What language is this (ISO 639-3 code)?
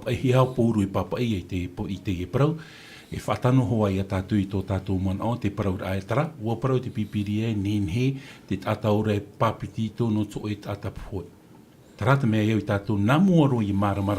tah